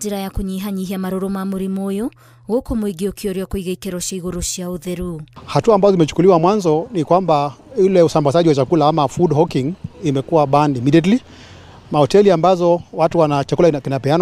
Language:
Kikuyu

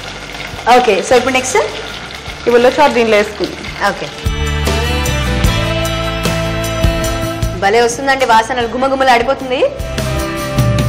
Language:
Telugu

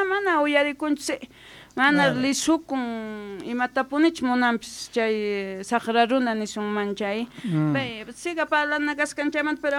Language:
South Bolivian Quechua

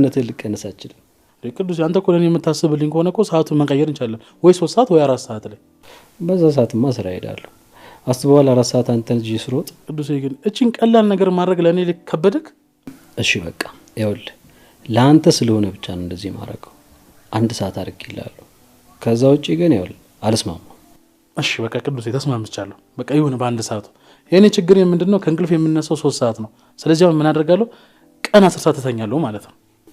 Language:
Amharic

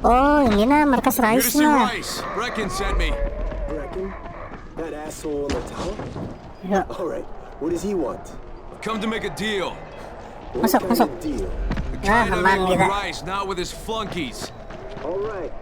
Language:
Banjar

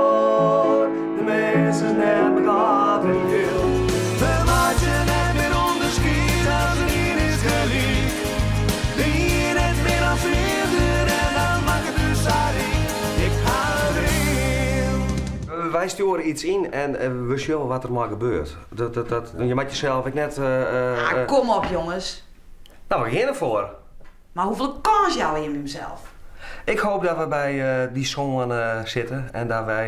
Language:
Western Frisian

